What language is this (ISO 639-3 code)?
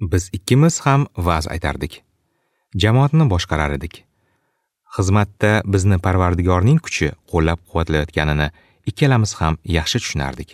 uzb